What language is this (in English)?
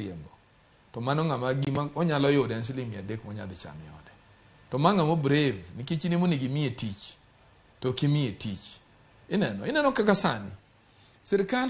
Luo (Kenya and Tanzania)